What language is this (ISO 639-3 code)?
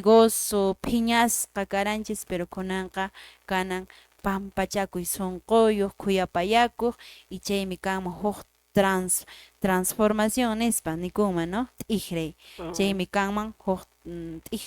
que